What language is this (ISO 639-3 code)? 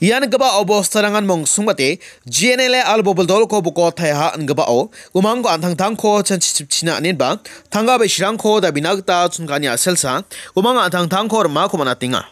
grt